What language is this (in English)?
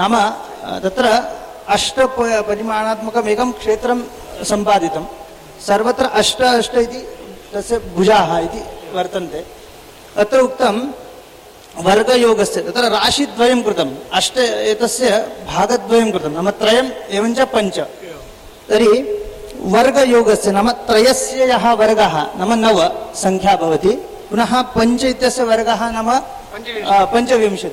Sanskrit